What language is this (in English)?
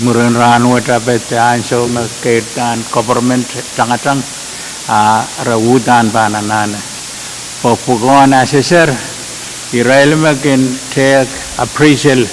Pohnpeian